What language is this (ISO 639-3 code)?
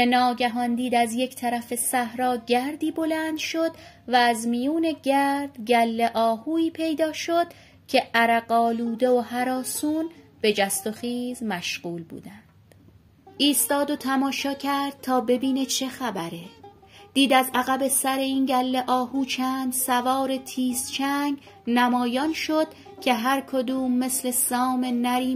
fas